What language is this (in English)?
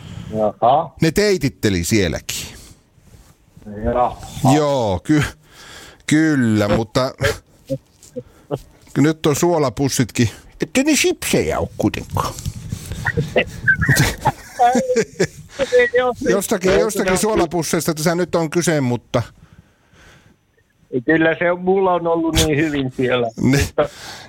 Finnish